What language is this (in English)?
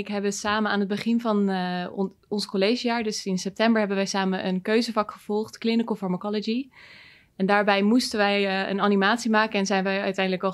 Dutch